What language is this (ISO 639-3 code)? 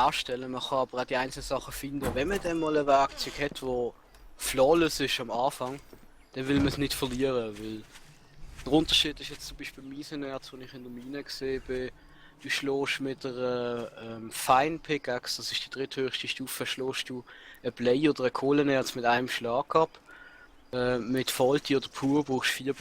gsw